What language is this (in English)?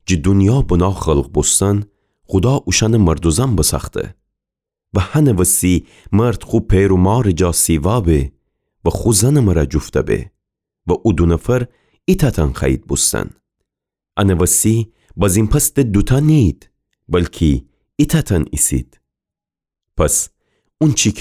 Gilaki